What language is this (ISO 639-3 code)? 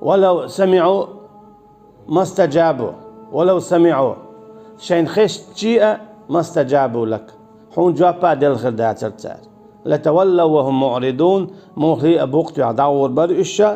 che